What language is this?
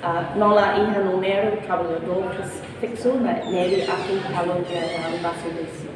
Tetum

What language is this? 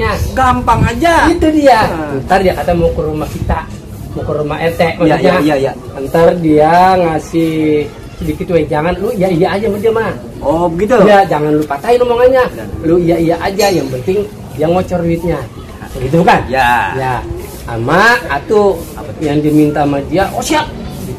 Betawi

